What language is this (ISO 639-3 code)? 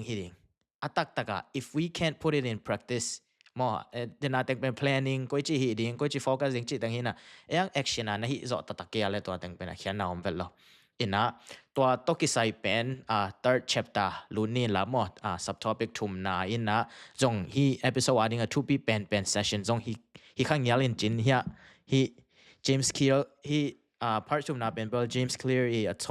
ctd